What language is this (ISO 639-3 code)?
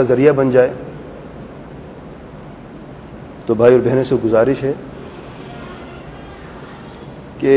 urd